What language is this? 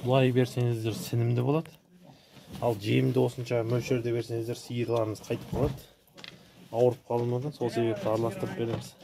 Kazakh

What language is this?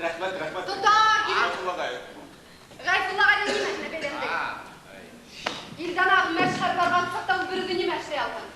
Bashkir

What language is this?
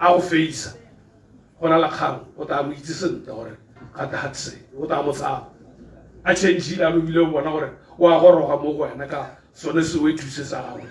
Tswana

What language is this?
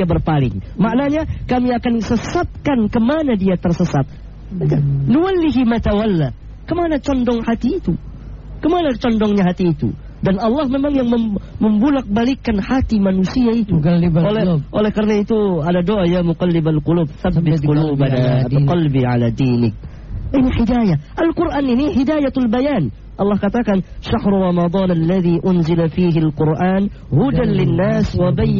Indonesian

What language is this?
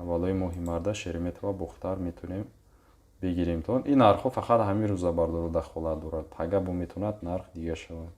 Tajik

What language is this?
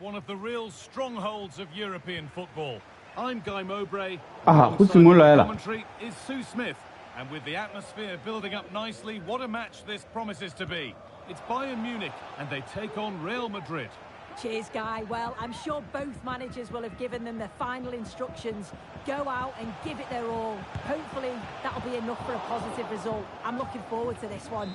Tswana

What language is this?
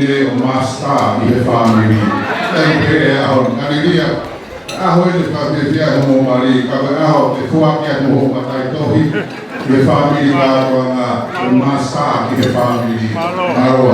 Tongan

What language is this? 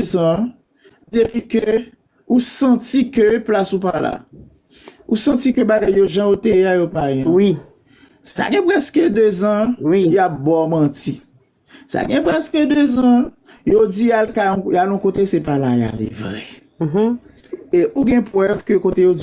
Haitian Creole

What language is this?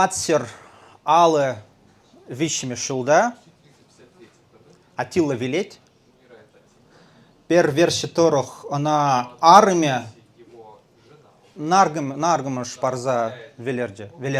Chuvash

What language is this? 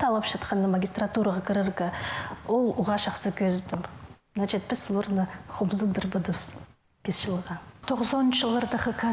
Khakas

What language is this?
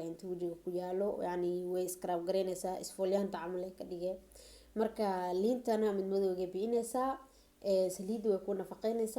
Somali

